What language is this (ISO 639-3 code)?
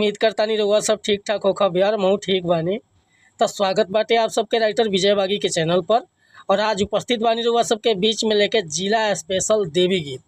bho